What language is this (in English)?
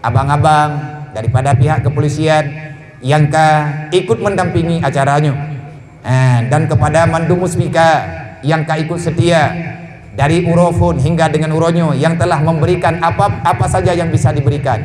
Achinese